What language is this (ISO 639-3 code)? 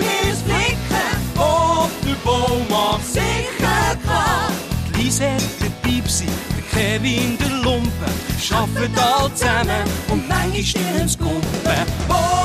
gsw